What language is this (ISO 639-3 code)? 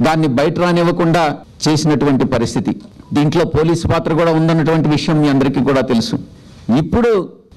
tel